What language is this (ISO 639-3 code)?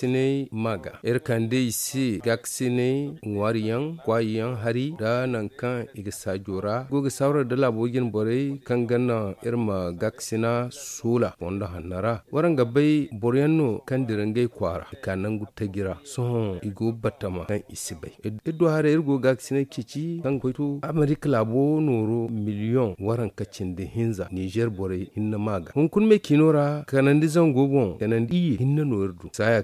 dje